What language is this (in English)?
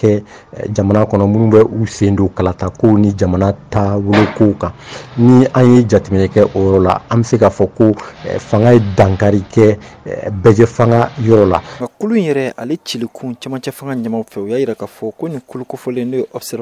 Bambara